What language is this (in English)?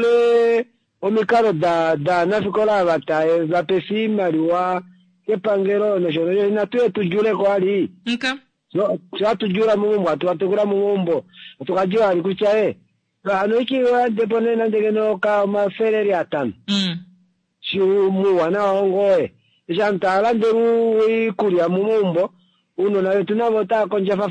Kuanyama